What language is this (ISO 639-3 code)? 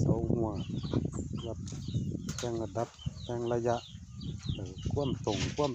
lao